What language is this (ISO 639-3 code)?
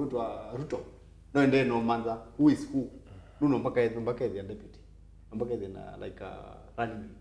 kam